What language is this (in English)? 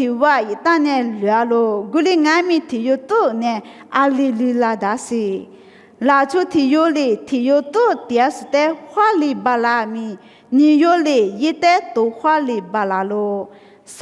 Lisu